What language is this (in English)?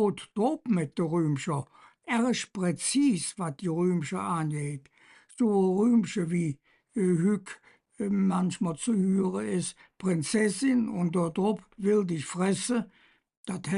Colognian